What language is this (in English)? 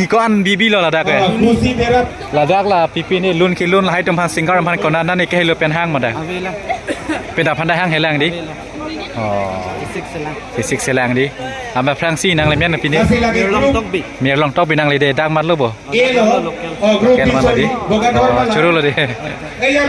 Karbi